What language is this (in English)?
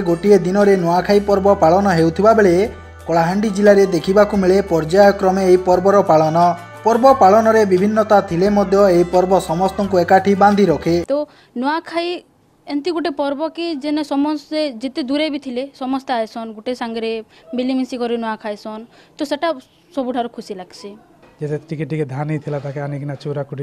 Odia